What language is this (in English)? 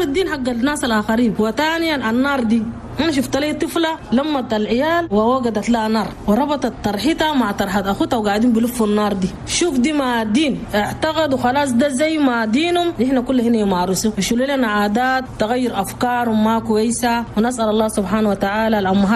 Chadian Arabic